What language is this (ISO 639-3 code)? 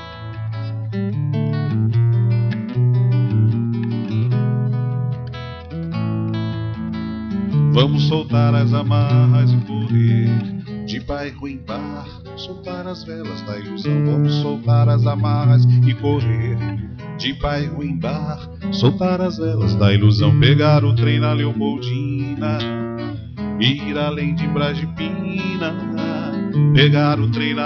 por